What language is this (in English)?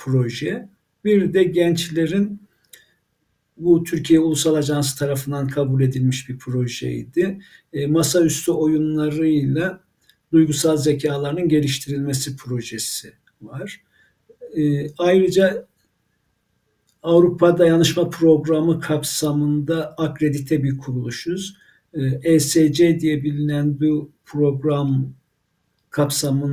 Turkish